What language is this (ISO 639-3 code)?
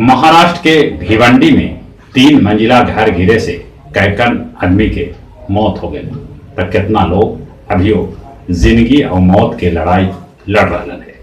mag